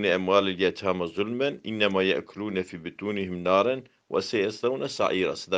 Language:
Kurdish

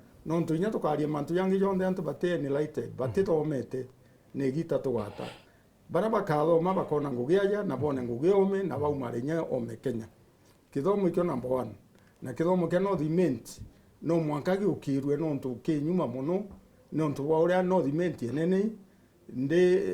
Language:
Meru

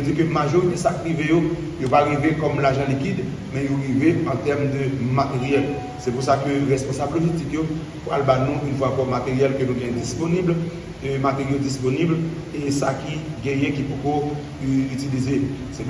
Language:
Haitian Creole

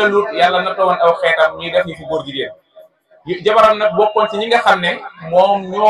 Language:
Wolof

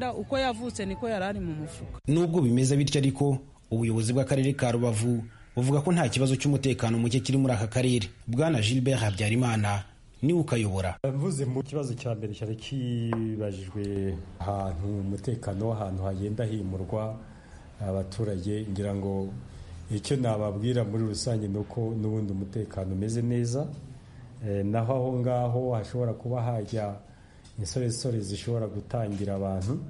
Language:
Kinyarwanda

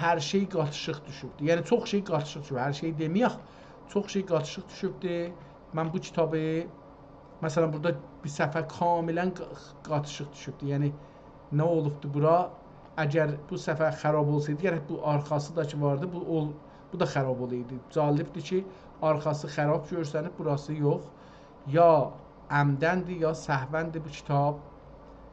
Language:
South Azerbaijani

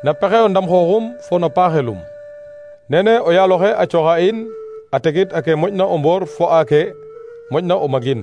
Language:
Serer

